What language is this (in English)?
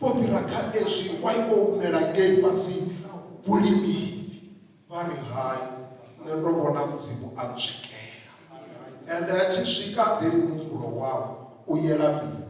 Venda